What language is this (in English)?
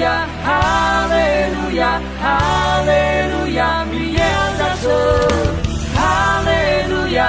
Akha